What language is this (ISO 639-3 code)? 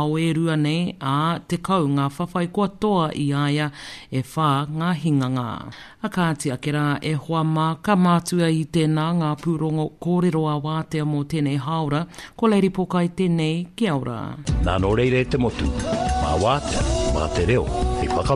mri